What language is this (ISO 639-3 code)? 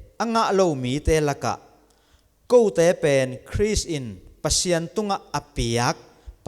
ctd